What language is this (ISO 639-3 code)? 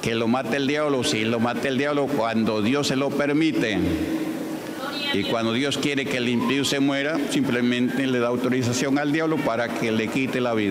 spa